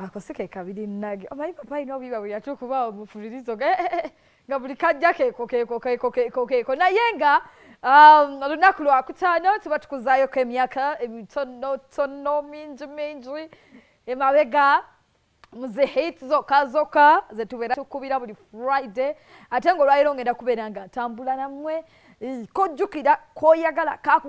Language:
Ganda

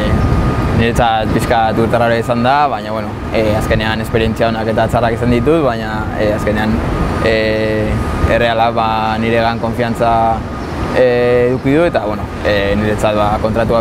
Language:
Basque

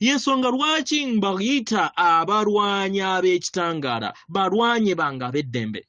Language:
Ganda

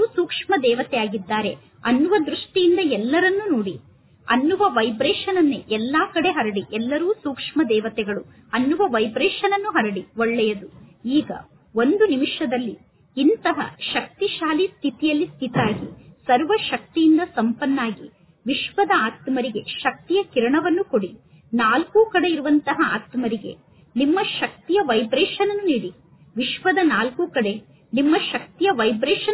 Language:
Kannada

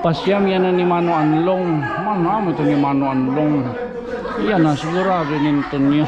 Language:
Waray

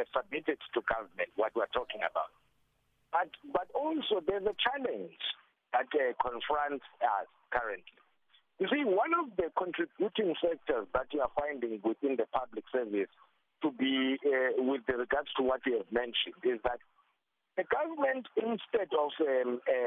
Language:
English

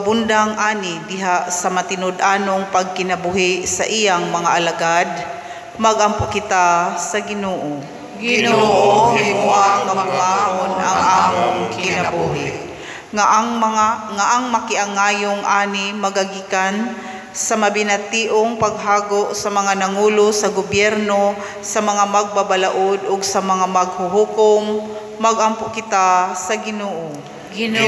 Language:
Cebuano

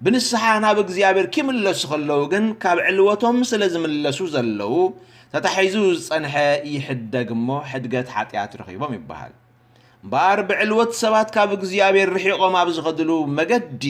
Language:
Tigrinya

